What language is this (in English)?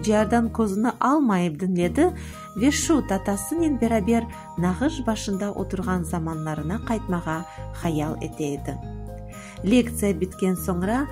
Crimean Tatar